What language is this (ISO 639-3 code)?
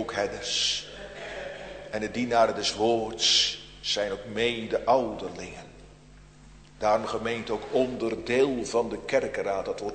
nld